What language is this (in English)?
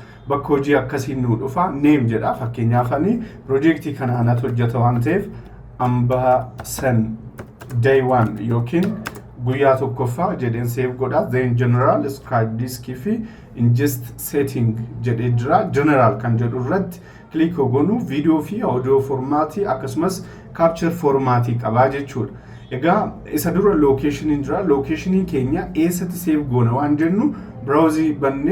Oromo